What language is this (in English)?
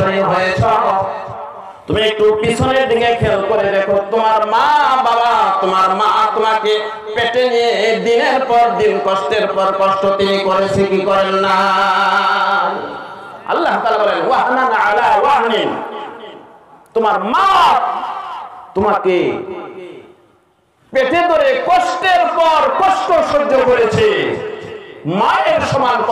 Bangla